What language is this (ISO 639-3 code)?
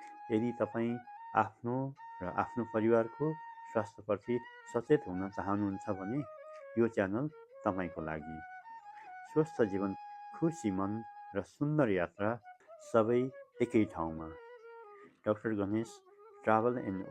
nep